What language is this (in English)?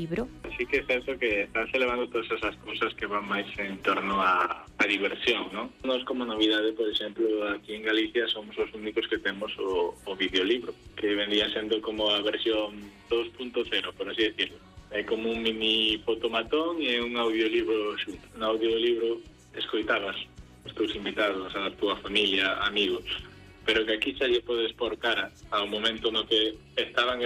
Galician